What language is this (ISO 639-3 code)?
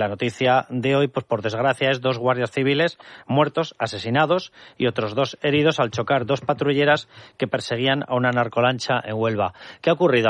spa